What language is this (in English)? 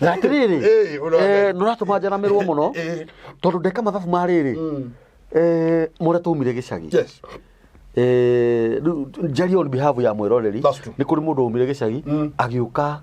Kikuyu